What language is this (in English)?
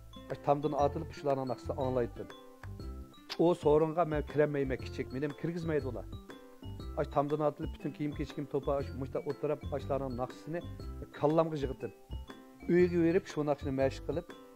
Uyghur